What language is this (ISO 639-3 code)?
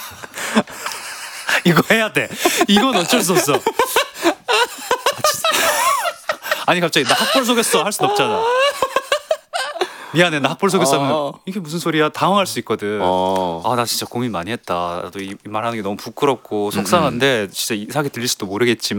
kor